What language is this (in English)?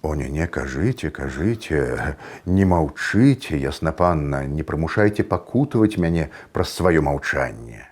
Belarusian